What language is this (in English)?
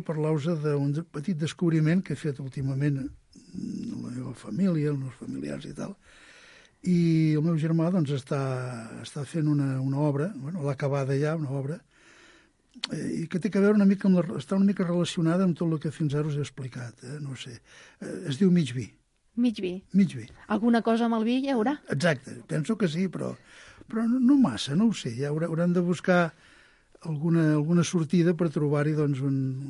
Catalan